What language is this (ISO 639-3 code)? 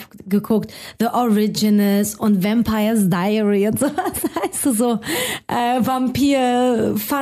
deu